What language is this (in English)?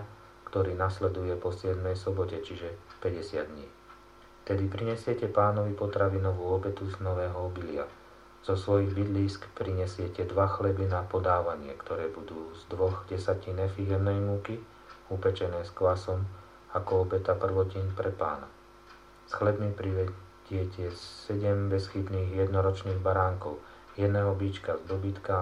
Slovak